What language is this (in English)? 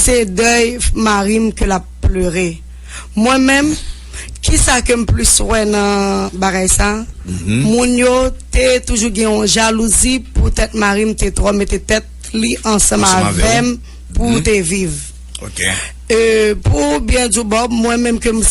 Haitian Creole